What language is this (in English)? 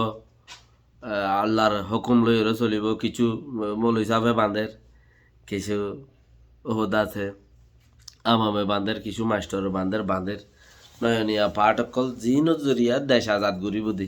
Rohingya